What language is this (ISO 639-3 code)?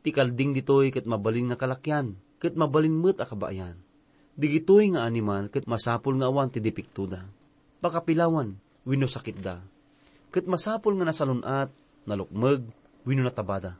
ilo